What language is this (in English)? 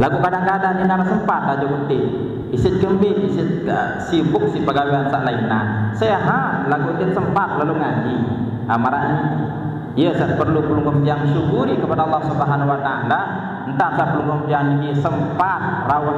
Sasak